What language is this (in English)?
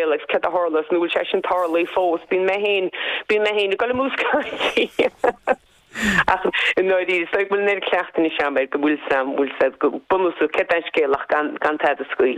Irish